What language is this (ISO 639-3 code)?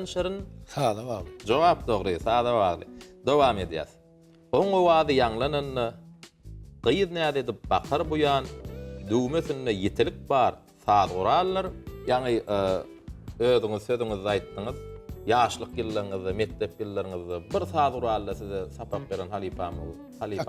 tuk